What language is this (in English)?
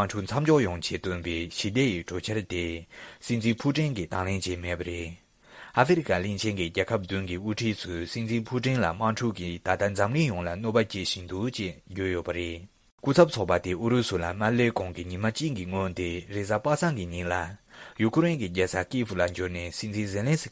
Tibetan